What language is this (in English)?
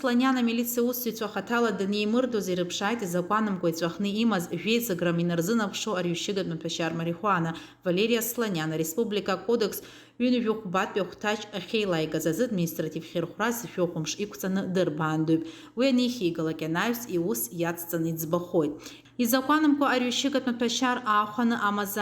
Abkhazian